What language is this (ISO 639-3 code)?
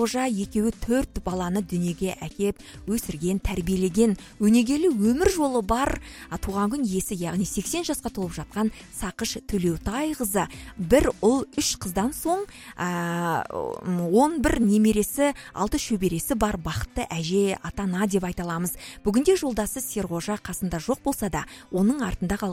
kaz